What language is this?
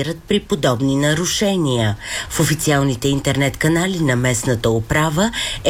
Bulgarian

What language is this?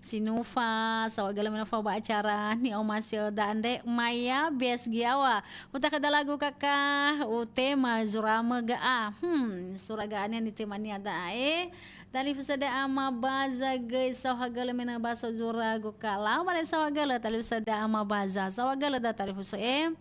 Nias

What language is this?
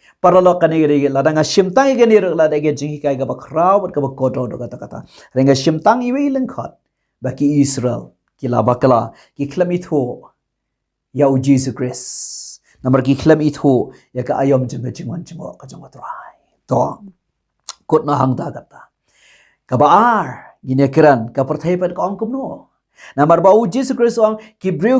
Khasi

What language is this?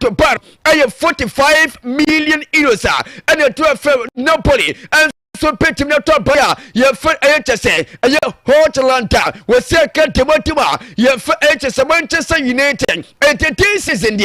Akan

